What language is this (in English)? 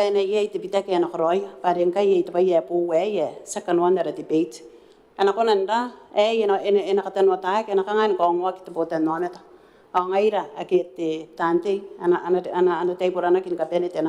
Gilbertese